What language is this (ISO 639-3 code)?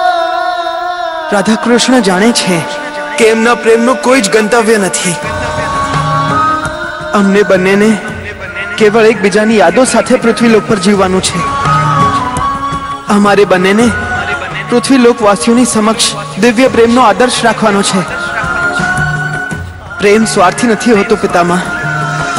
guj